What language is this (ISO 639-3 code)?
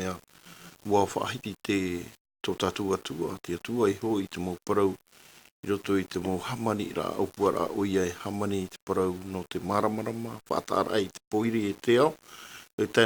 tah